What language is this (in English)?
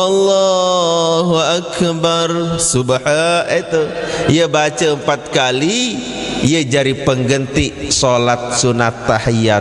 Sasak